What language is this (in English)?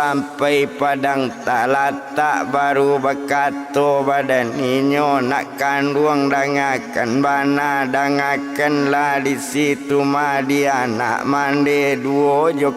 Minangkabau